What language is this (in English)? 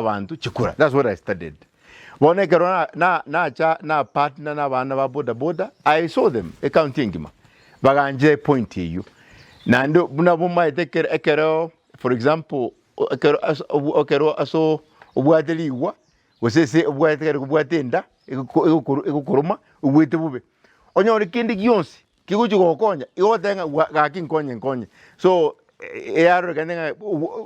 Gusii